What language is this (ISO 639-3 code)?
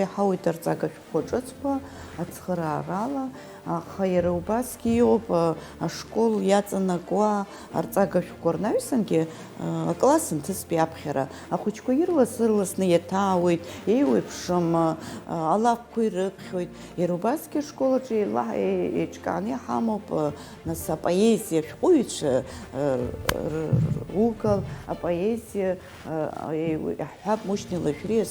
abk